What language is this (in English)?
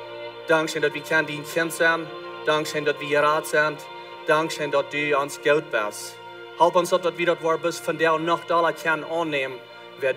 Plautdietsch